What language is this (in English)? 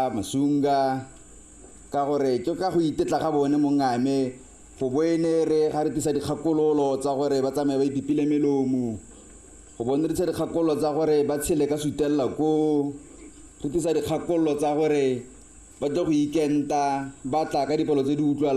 Tswana